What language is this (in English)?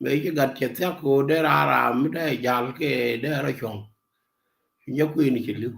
Nuer